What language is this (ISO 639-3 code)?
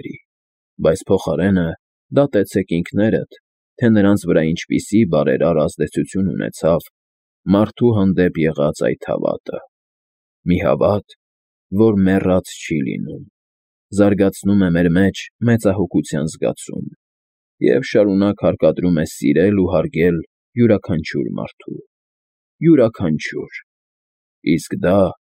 hye